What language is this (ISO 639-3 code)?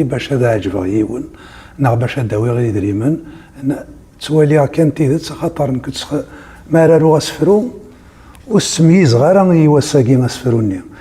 kab